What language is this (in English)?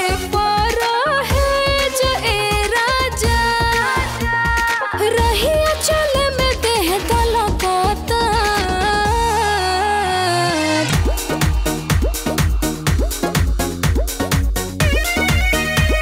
Bhojpuri